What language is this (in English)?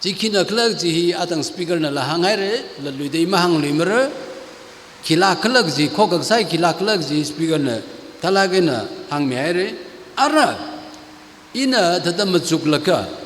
Tangkhul Naga (India)